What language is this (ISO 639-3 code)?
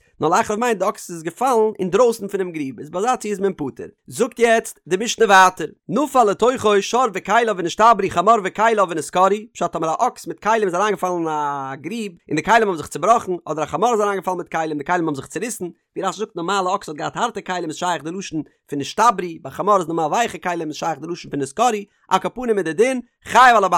yid